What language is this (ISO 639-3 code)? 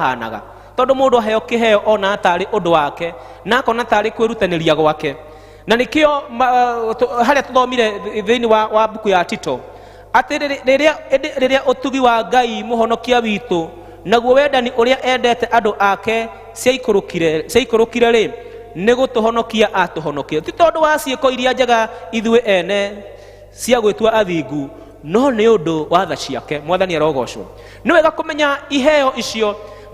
kik